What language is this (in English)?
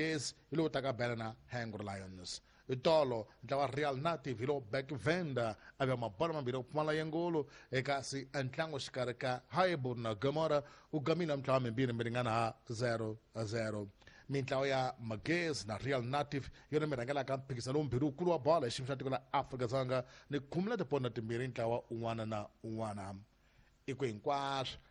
Tsonga